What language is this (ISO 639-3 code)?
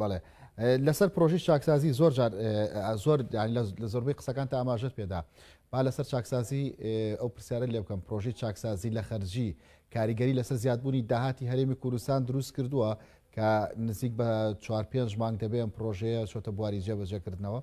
ckb